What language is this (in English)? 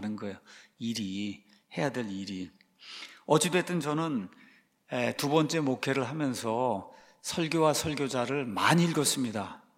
Korean